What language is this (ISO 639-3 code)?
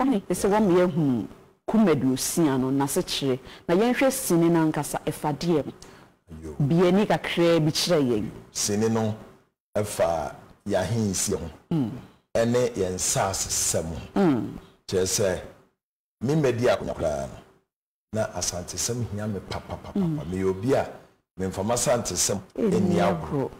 aka